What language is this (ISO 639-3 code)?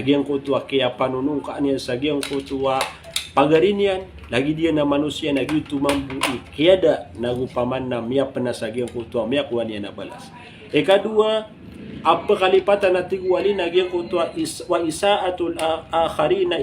mrw